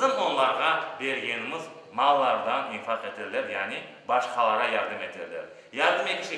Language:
Crimean Tatar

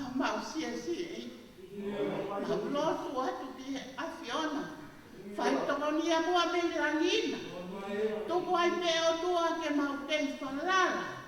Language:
Tongan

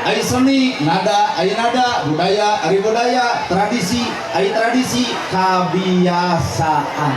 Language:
Sundanese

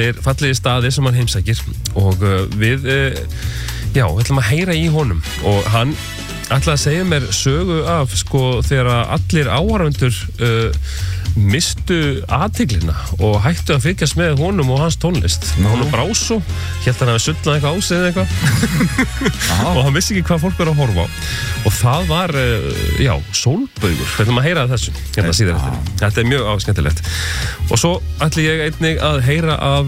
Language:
Icelandic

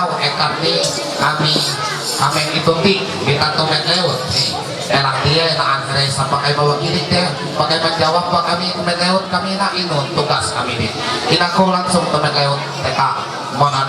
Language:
Ma'anyan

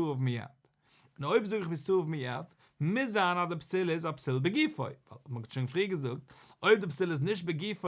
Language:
Yiddish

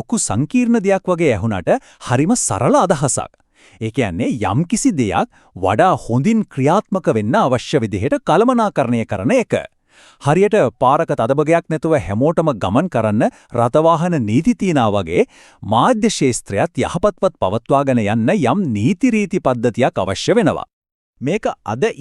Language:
Sinhala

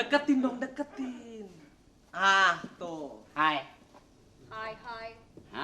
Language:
Betawi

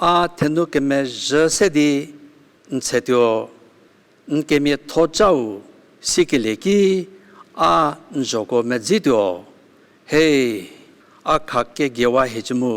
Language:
Angami Naga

